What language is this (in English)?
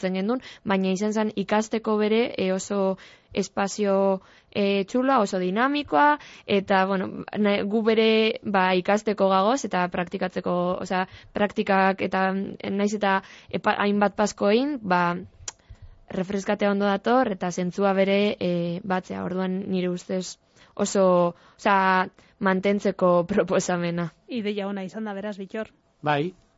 Basque